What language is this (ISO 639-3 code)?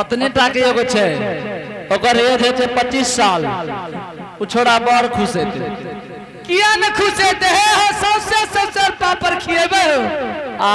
anp